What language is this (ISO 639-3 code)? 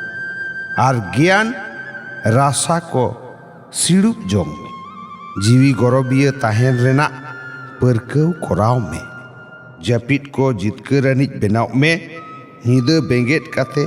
sat